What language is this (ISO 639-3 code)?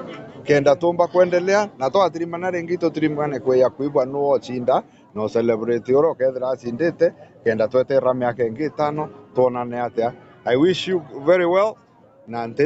mer